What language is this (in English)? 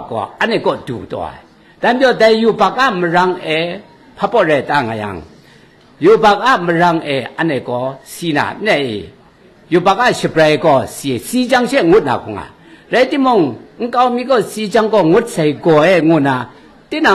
Kachin